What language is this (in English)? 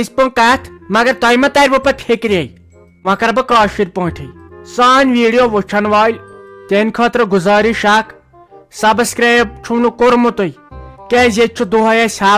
Kashmiri